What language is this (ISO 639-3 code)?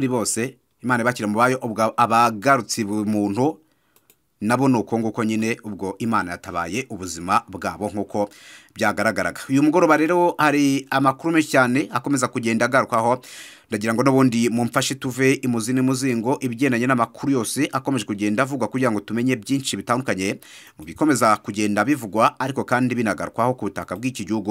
kin